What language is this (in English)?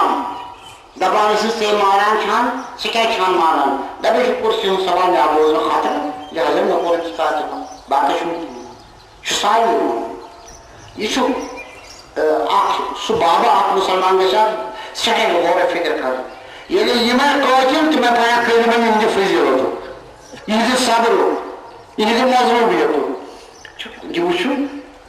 Kashmiri